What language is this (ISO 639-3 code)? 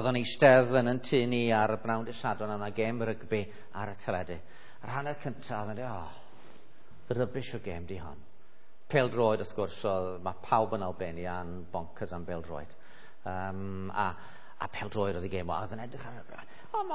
cym